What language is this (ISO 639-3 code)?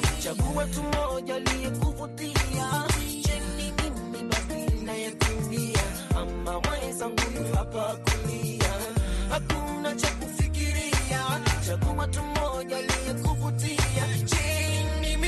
swa